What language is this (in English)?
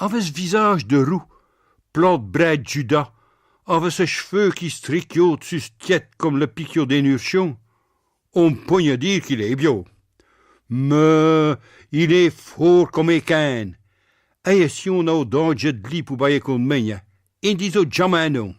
Picard